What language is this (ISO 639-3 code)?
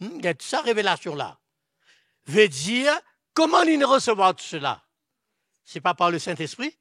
mfe